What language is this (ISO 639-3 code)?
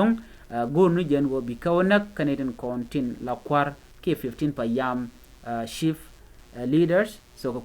nus